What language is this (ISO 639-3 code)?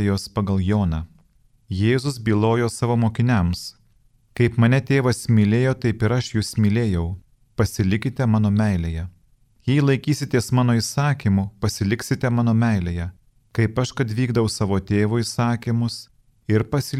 lit